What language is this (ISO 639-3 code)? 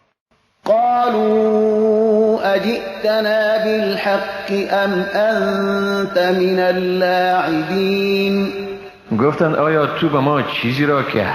fas